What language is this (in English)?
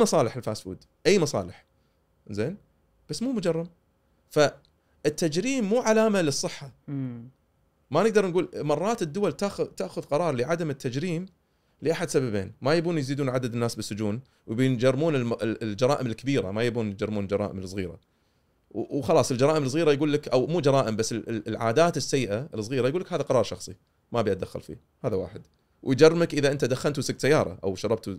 Gulf Arabic